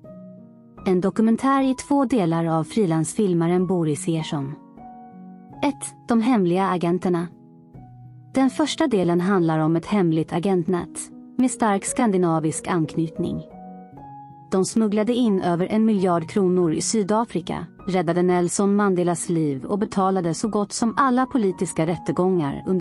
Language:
Swedish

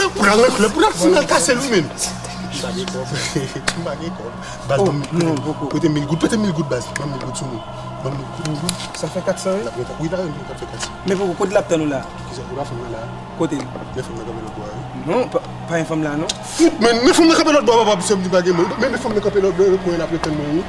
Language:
Haitian Creole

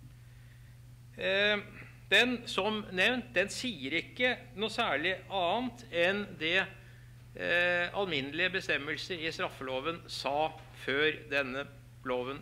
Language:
Norwegian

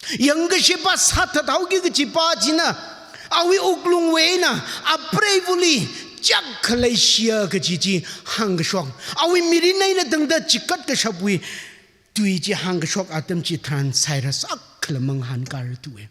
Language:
Tangkhul Naga (India)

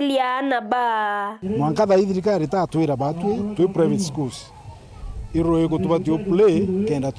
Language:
Meru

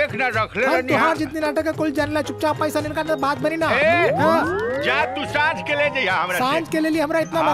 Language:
Bhojpuri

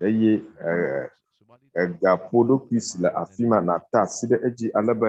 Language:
Ewe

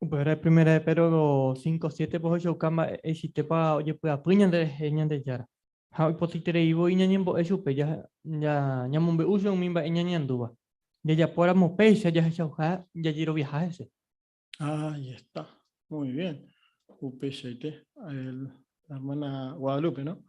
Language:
Guarani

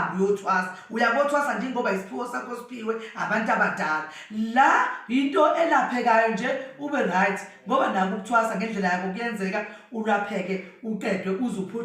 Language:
Zulu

